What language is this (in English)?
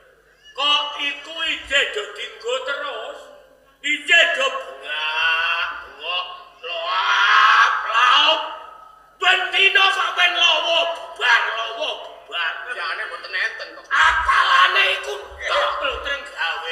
Javanese